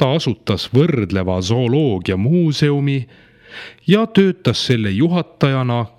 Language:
Estonian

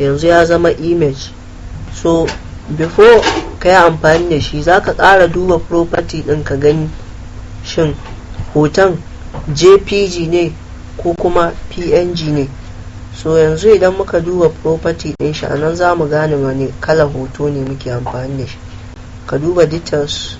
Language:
Hausa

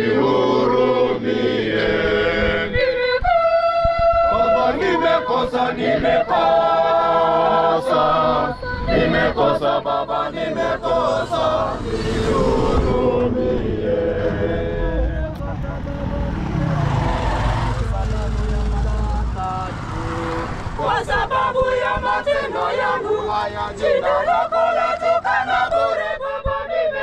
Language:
Swahili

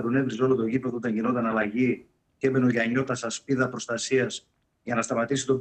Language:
Greek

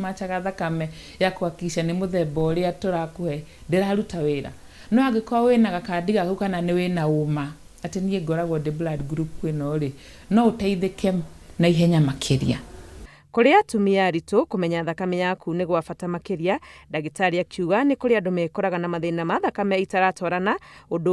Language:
Kikuyu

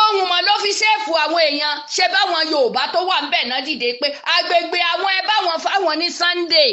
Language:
Yoruba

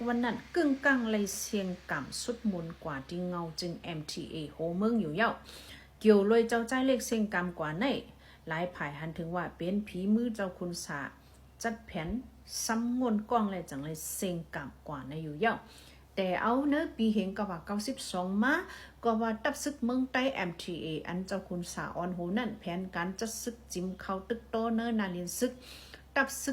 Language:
Shan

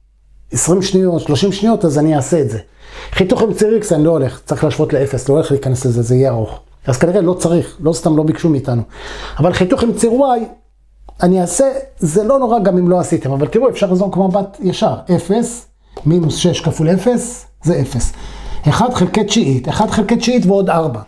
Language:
Hebrew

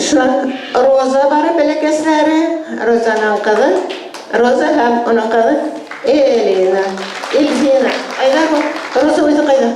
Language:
Bashkir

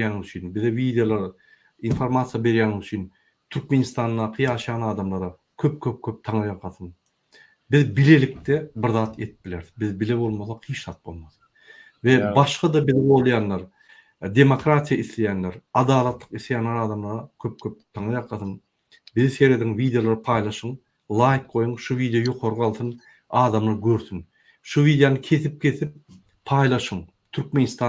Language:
Turkmen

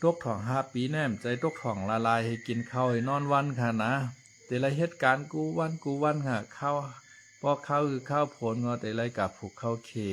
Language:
Shan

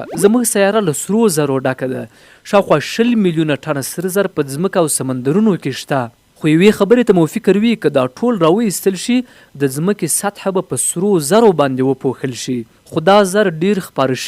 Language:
Pashto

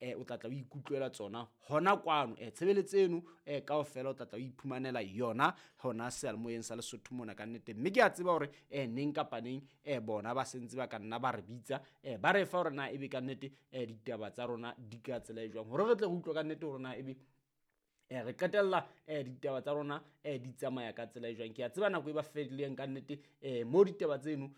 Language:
Southern Sotho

